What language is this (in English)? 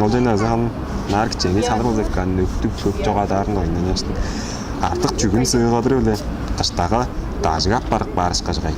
Tuvinian